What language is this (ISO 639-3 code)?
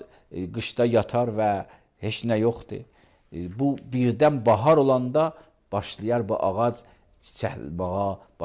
aze